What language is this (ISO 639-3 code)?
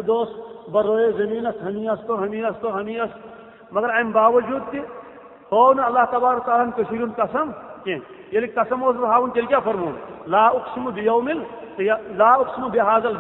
kas